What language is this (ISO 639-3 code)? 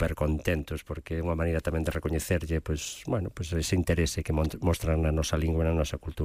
glg